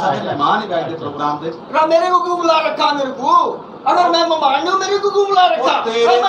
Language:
Saraiki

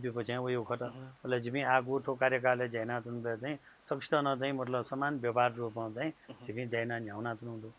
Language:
Newari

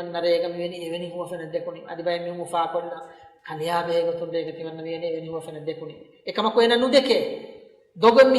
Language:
Divehi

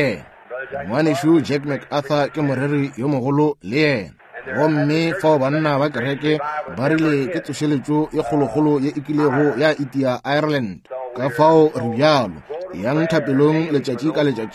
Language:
Northern Sotho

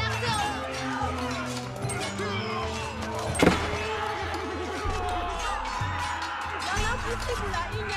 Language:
French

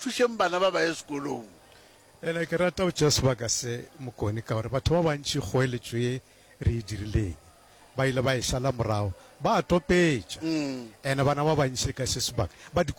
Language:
Northern Sotho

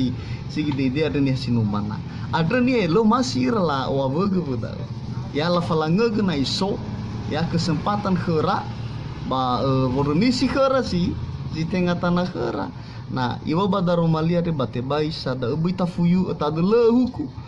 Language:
Nias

